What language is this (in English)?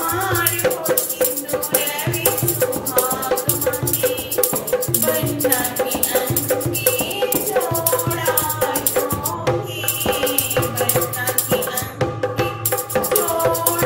Bhojpuri